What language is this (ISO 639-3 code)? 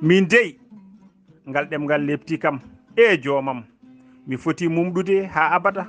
ful